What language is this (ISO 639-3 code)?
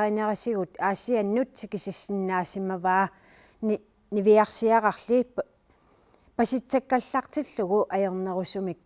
kal